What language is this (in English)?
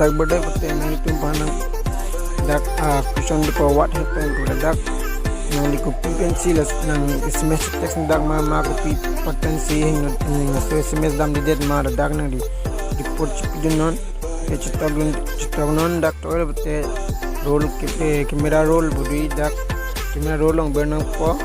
Karbi